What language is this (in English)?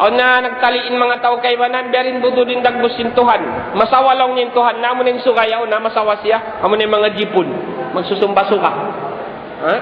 Tausug